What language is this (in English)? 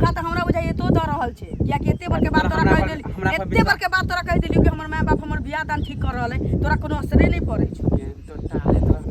Maithili